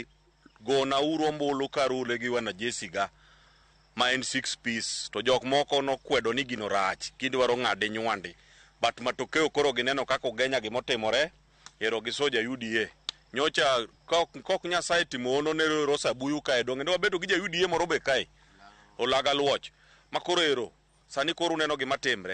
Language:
Luo (Kenya and Tanzania)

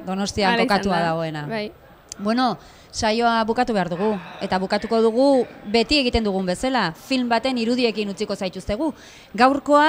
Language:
Basque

